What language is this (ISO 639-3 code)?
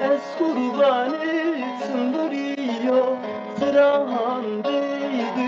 zza